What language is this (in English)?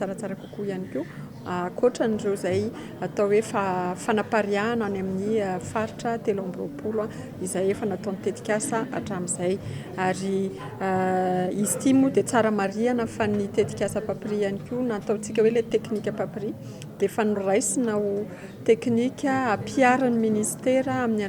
Malagasy